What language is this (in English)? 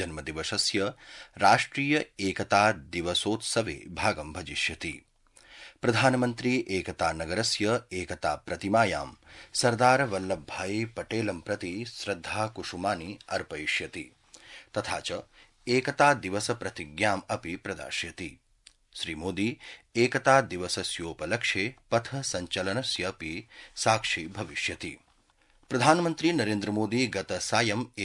Sanskrit